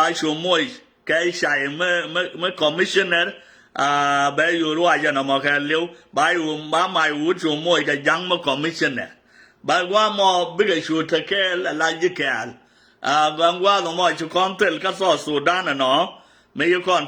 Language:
Nuer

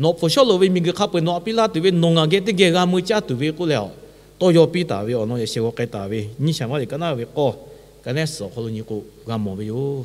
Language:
Lahu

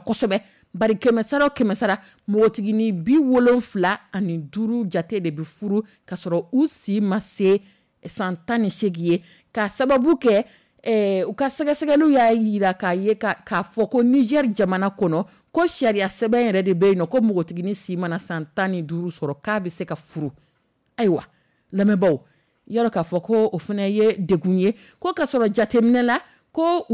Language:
Dyula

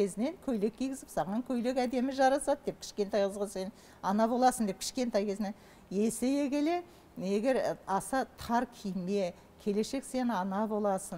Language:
Kazakh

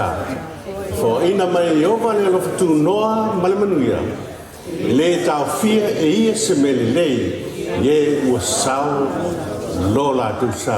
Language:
Samoan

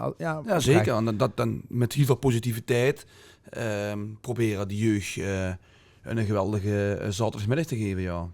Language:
Limburgish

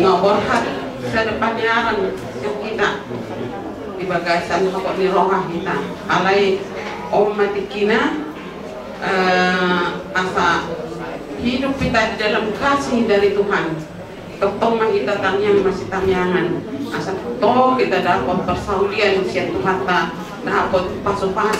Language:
Batak Toba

